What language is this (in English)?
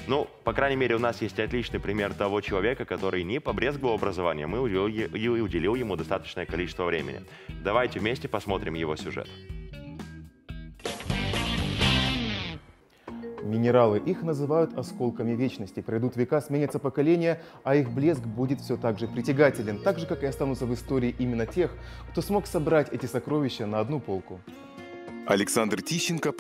Russian